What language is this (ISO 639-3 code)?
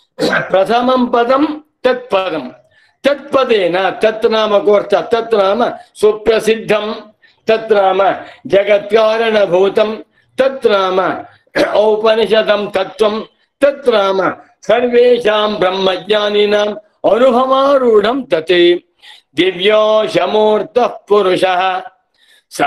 san